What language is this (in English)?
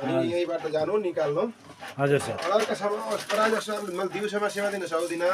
Nepali